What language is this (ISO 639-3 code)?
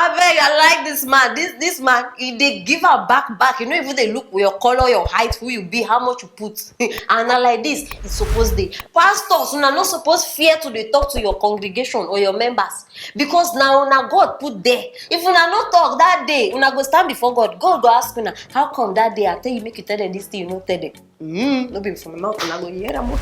pcm